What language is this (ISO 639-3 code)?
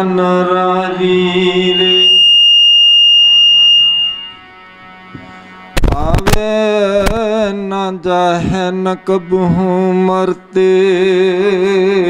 pan